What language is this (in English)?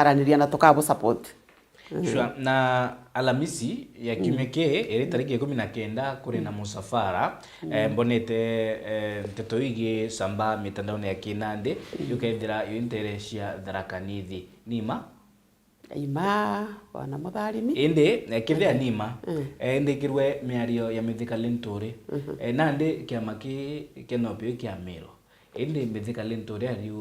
Meru